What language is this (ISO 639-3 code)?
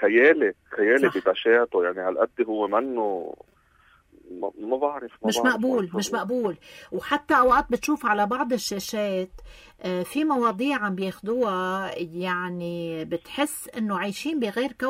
apc